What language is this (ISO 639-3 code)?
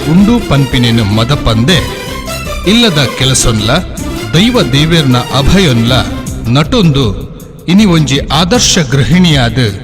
tcy